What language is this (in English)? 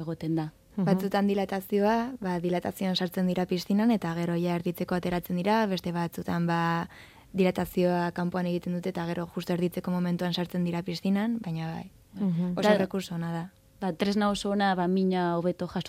Basque